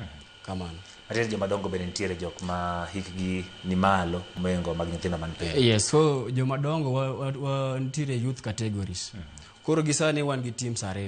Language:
Luo (Kenya and Tanzania)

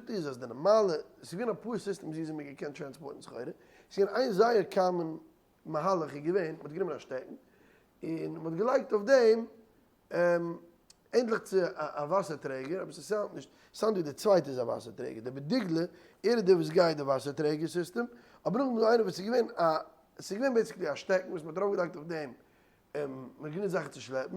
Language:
Yiddish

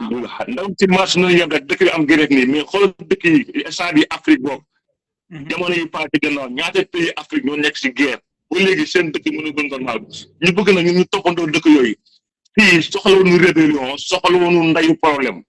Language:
Wolof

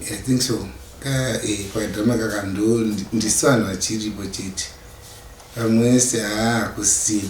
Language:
Shona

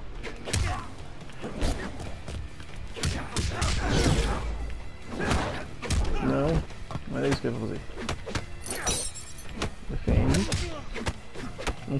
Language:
Portuguese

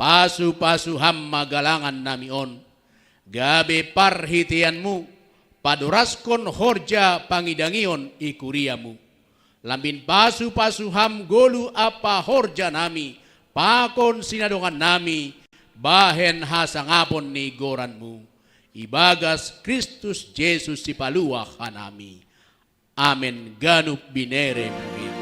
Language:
Batak Simalungun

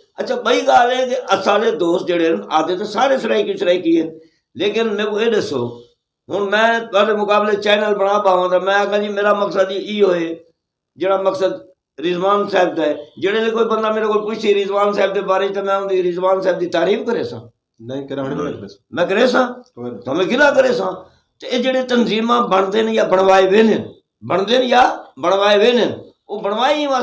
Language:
Saraiki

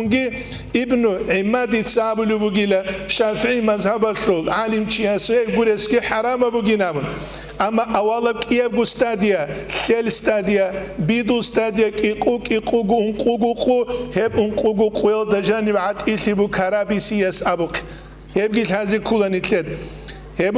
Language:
Avaric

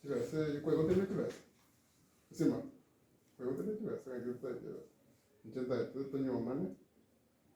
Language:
Gusii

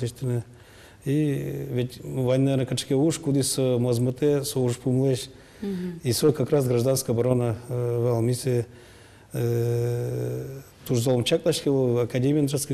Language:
Udmurt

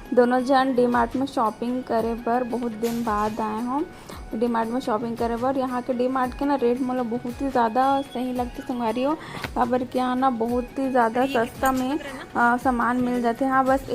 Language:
Chhattisgarhi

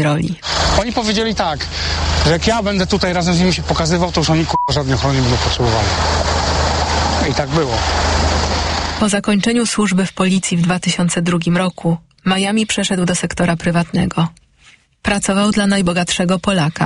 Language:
Polish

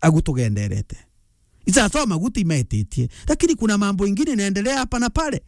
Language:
Meru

